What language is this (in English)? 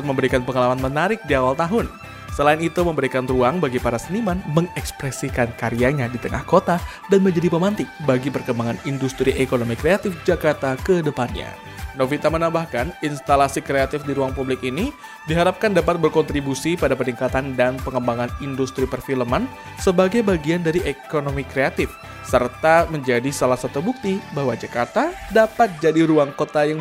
Indonesian